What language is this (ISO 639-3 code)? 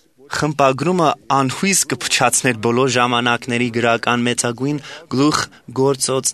hye